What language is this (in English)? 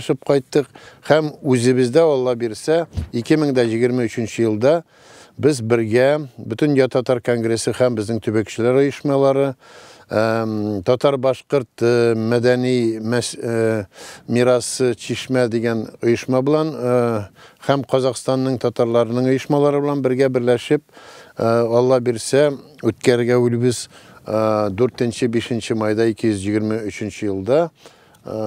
Tatar